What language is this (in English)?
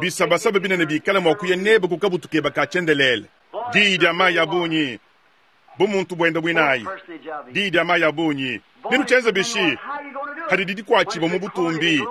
Luba-Lulua